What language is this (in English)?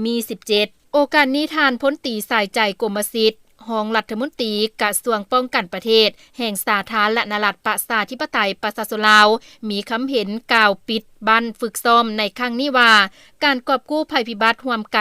Lao